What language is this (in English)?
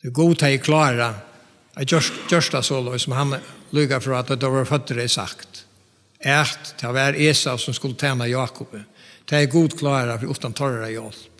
Faroese